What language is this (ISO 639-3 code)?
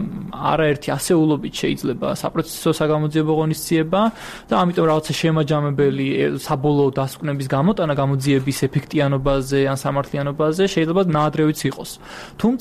kat